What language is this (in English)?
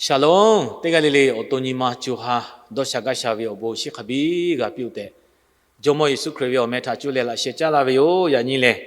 Lahu